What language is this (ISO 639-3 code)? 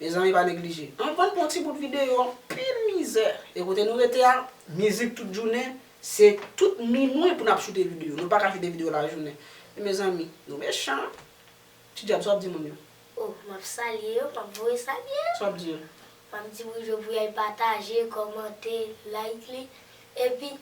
hat